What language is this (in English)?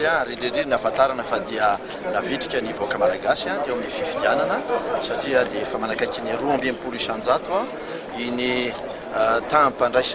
Malagasy